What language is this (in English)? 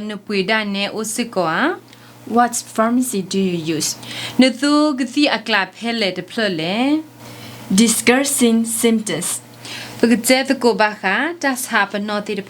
S'gaw Karen